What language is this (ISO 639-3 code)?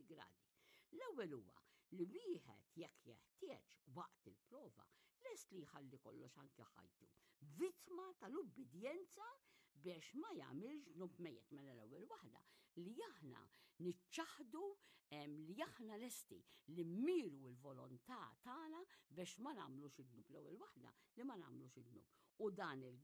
mlt